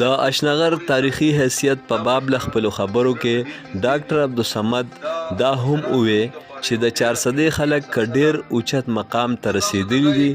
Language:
Pashto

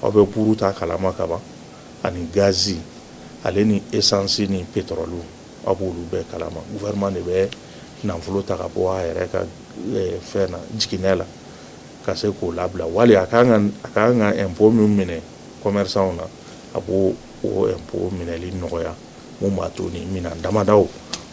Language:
Bambara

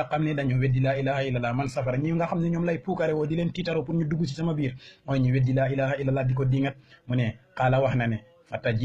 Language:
Wolof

